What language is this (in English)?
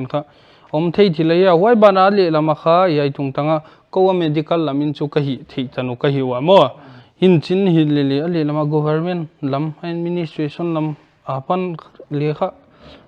Paite Chin